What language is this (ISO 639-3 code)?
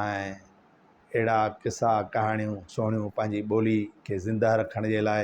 snd